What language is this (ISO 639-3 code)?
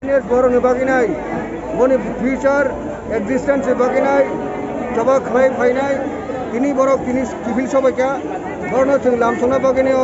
trp